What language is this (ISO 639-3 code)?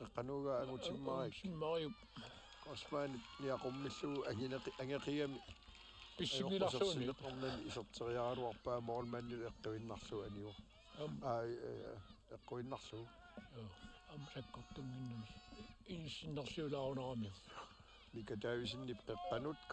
kal